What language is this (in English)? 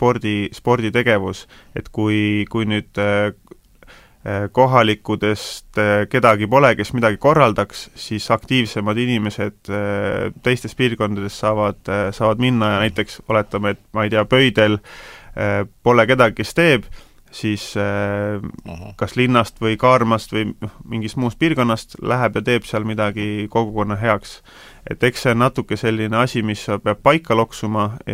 Estonian